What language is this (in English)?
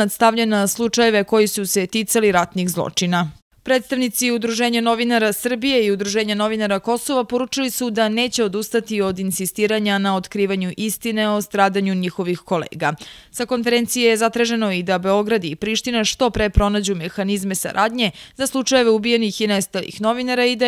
Serbian